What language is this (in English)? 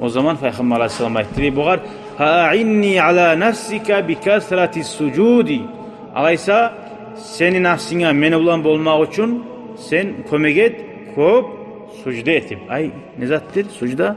Kumyk